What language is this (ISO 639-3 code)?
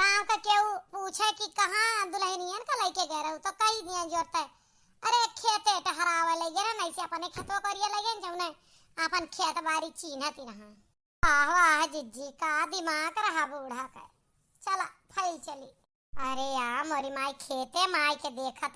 awa